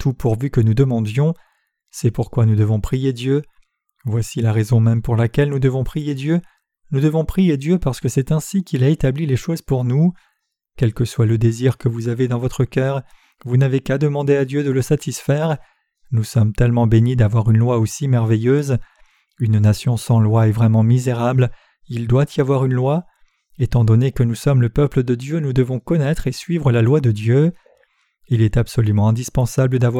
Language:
French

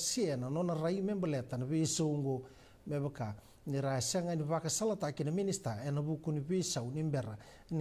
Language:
Fijian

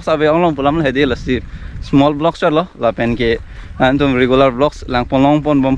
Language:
Karbi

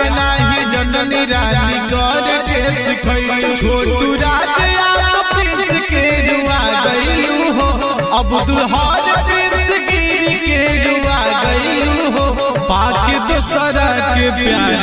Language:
Bhojpuri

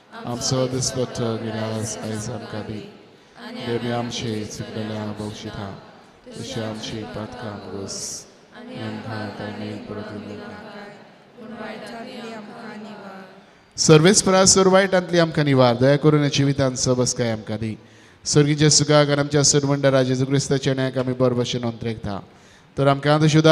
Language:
Konkani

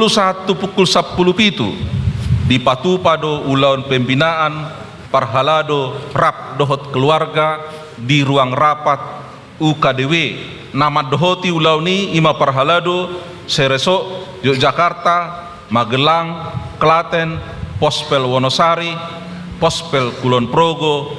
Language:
Batak Toba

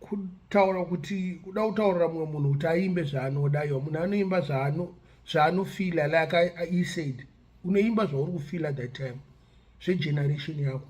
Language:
Shona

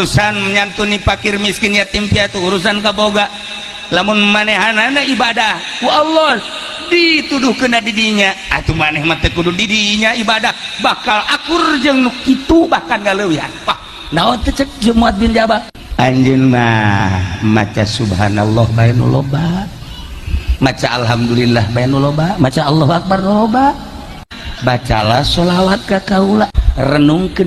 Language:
Sundanese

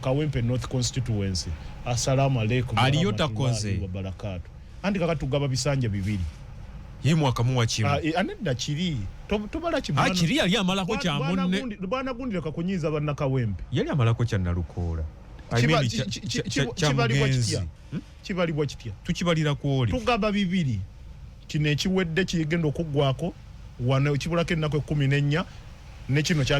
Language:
Ganda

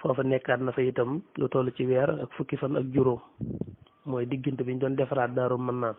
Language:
Wolof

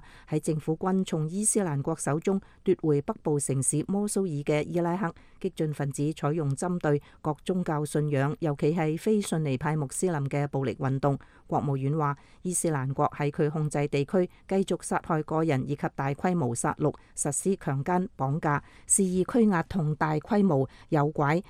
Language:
Cantonese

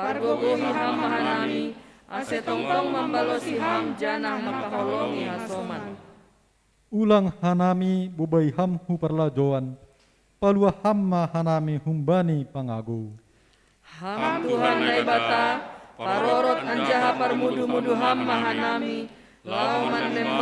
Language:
Batak Simalungun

